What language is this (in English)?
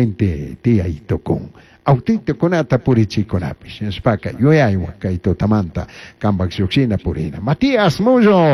Chimborazo Highland Quichua